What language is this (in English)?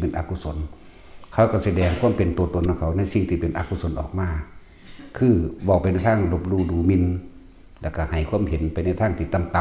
Northeastern Thai